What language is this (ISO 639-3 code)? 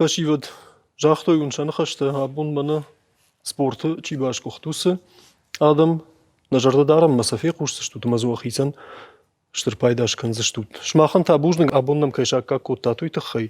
oss